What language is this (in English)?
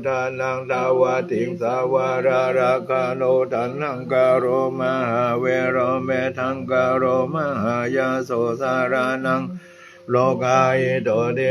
Pali